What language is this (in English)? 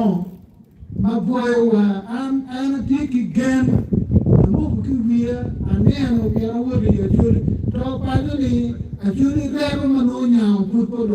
Acoli